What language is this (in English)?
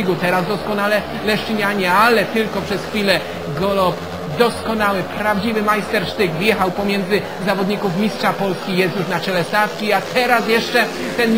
Polish